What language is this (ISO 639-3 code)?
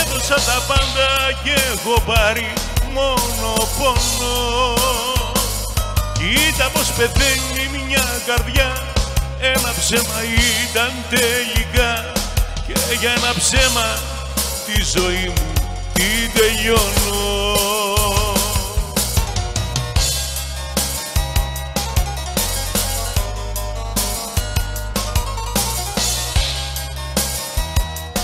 ell